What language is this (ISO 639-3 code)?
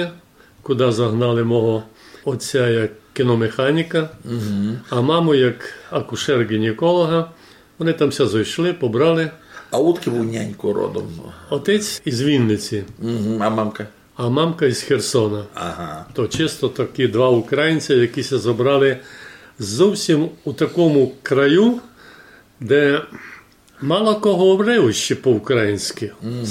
rue